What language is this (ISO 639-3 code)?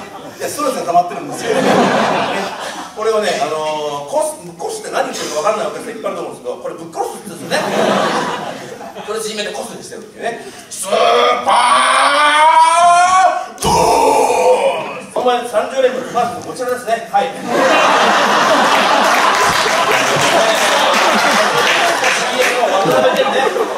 jpn